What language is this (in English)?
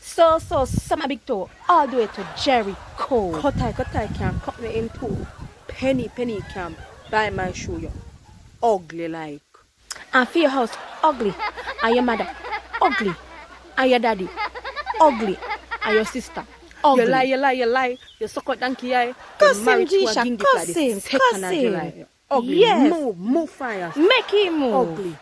Jamaican Creole English